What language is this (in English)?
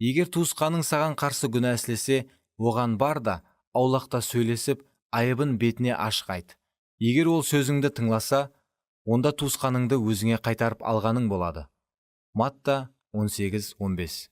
Kara-Kalpak